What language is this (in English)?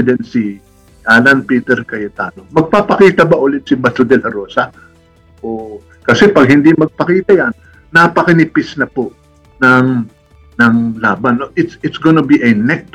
Filipino